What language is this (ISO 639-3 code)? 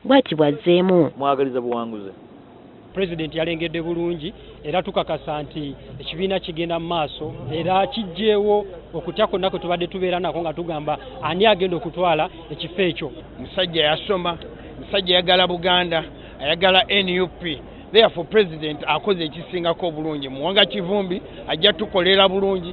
lug